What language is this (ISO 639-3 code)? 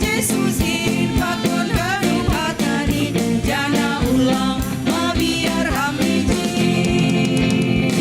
bts